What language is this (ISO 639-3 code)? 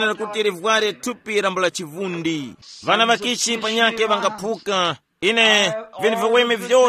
tum